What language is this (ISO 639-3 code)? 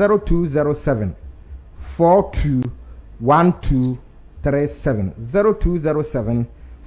aka